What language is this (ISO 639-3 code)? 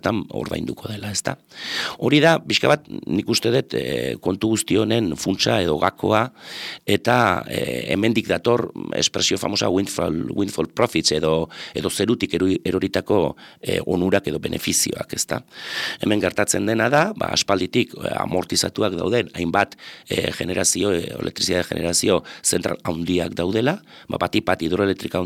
eus